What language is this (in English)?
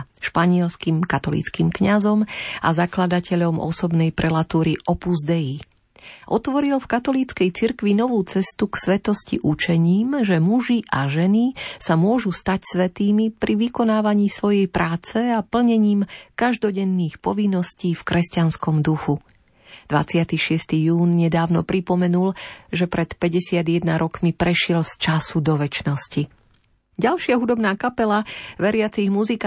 Slovak